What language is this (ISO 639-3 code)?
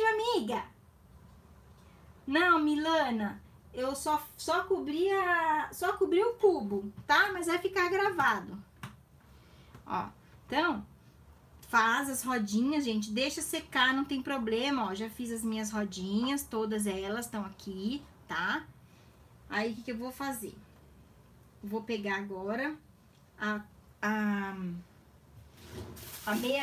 por